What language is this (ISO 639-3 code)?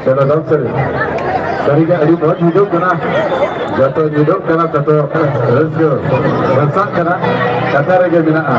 sat